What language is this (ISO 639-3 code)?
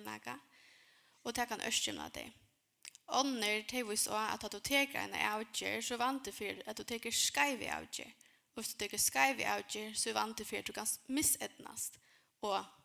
fao